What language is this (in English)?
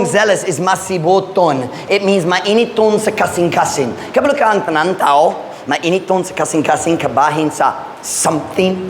Cebuano